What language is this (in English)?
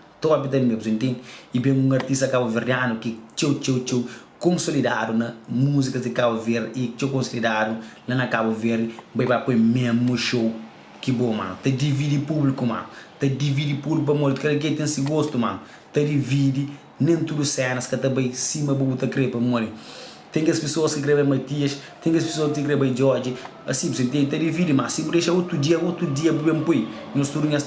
Kabuverdianu